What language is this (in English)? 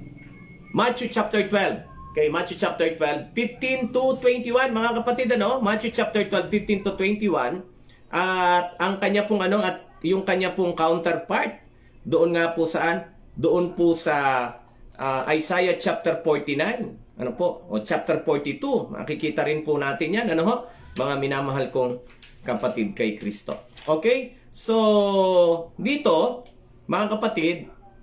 Filipino